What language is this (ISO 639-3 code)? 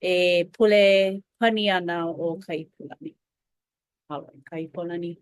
haw